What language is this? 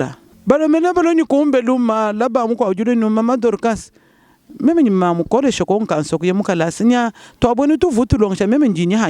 Luba-Lulua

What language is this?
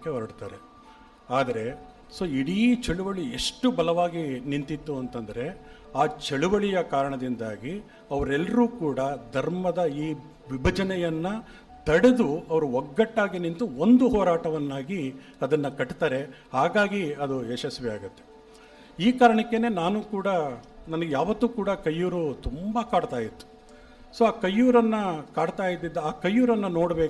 Kannada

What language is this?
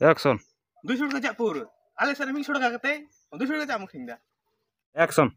Santali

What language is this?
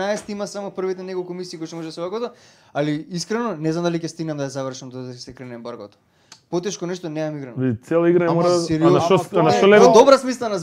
Macedonian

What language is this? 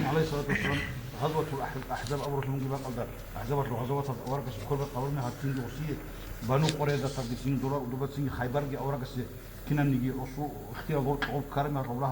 Avaric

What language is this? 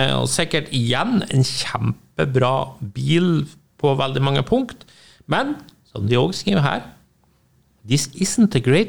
Norwegian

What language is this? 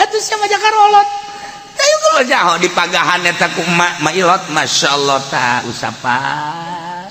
Sundanese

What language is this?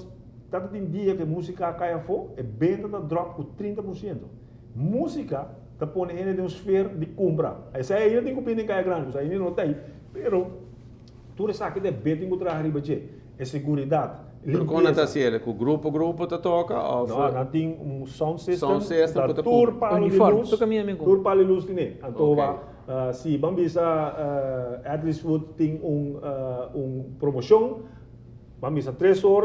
Papiamento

